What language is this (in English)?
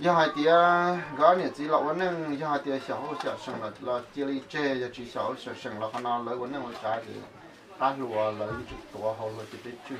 Hmong